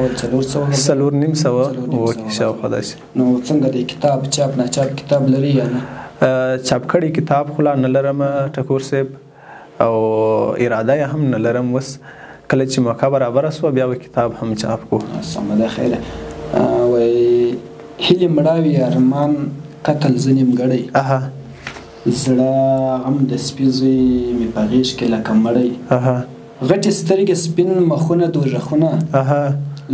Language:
Pashto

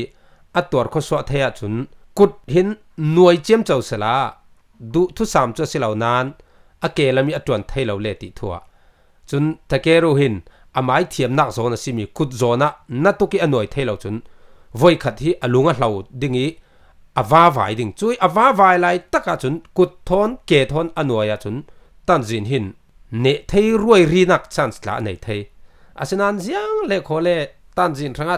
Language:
Falam Chin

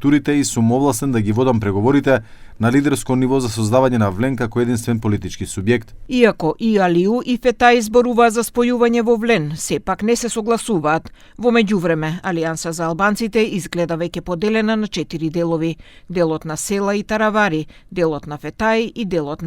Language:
Macedonian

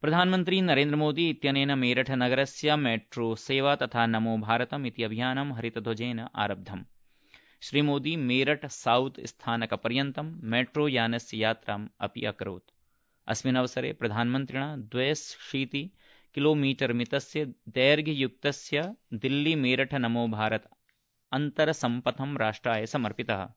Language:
Sanskrit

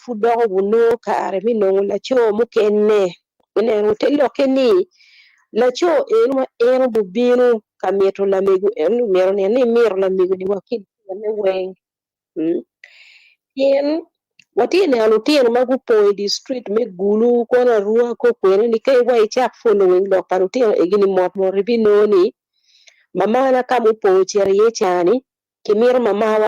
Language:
Acoli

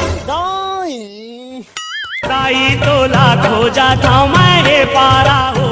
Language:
Chhattisgarhi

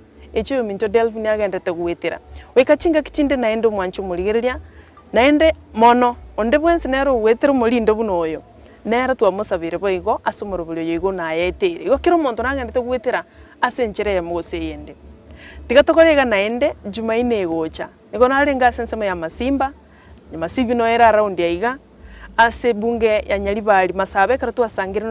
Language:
Gusii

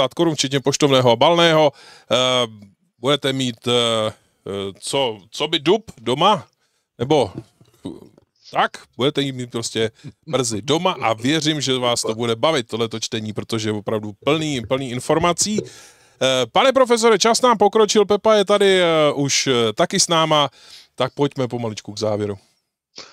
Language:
Czech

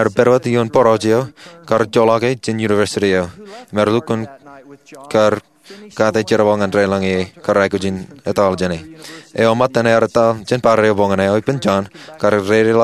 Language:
Marshallese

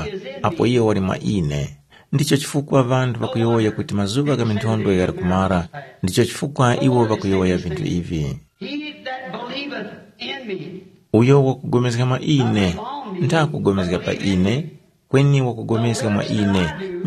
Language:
Tumbuka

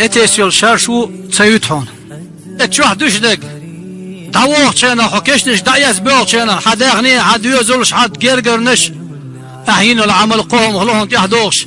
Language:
Chechen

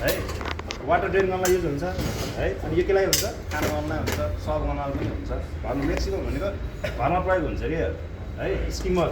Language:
Nepali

